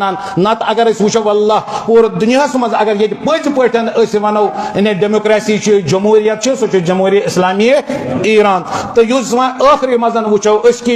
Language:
Kashmiri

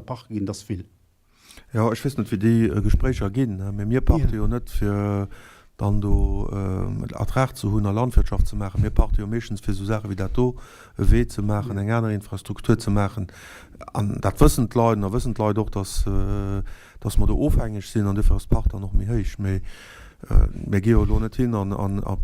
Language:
Luxembourgish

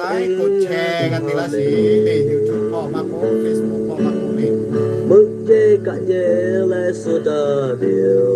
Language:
Lahu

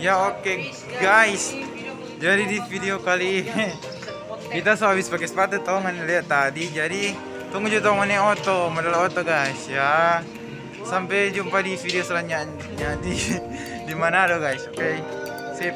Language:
Manado Malay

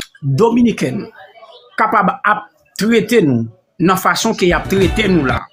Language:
Haitian Creole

